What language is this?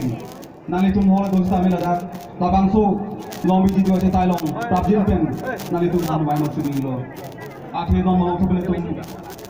Karbi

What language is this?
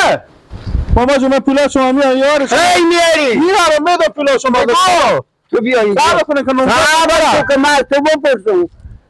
Persian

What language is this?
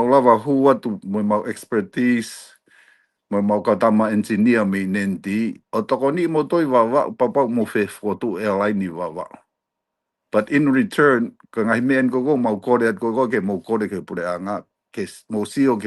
Tongan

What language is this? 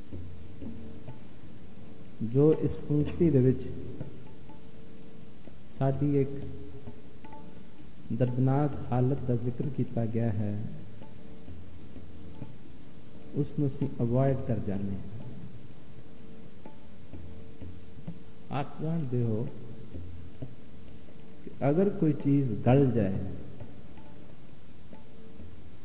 Punjabi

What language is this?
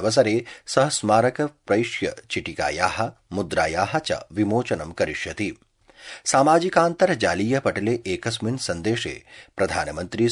Sanskrit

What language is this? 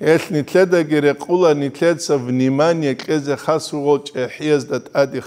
Avaric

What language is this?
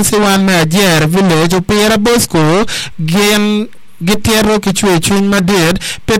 Acoli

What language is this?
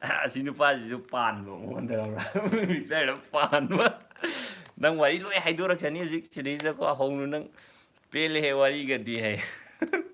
Manipuri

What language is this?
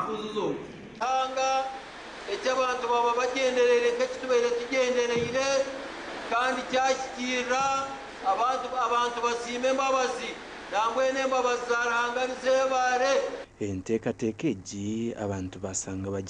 Nyankole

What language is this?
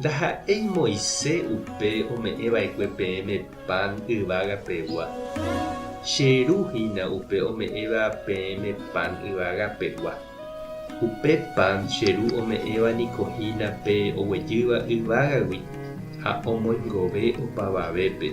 Guarani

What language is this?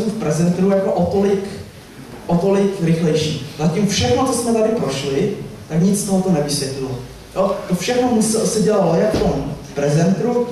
Czech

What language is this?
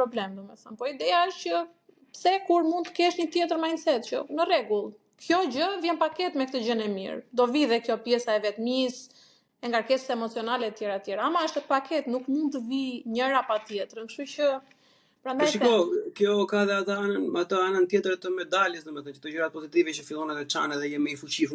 Albanian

